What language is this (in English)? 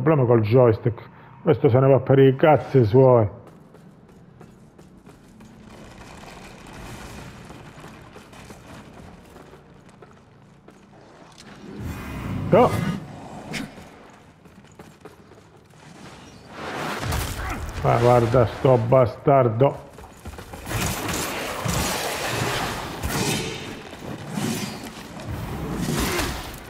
Italian